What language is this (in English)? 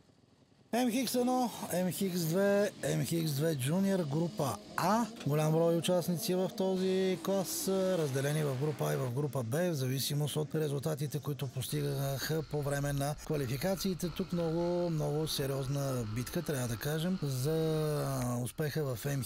Bulgarian